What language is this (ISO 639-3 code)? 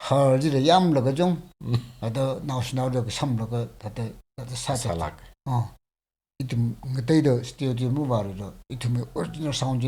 nmf